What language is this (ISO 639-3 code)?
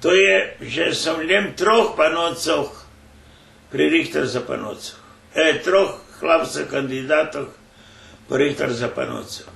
rue